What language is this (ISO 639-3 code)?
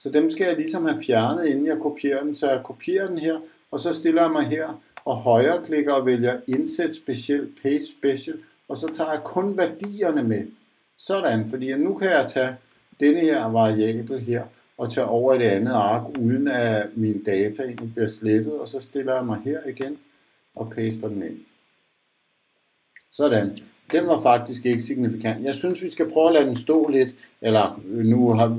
dan